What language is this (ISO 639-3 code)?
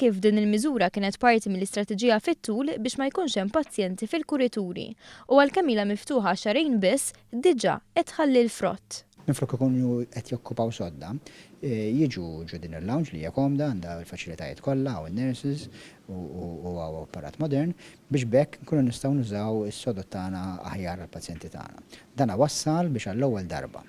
mlt